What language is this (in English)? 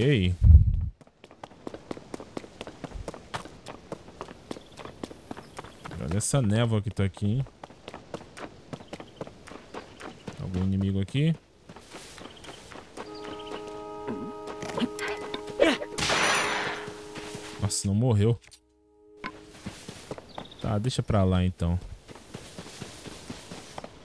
Portuguese